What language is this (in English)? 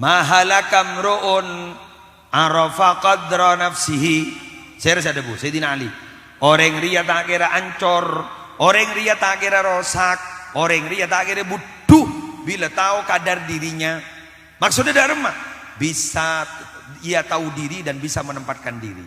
Madurese